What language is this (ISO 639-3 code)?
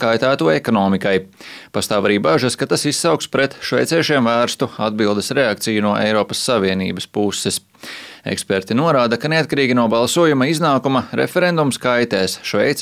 lav